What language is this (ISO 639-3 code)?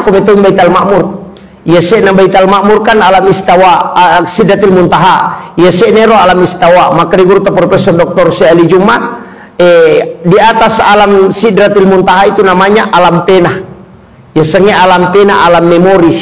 bug